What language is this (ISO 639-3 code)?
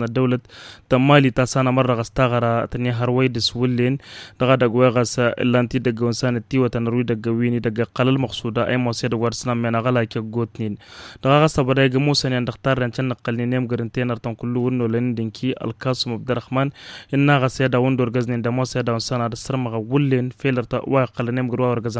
taq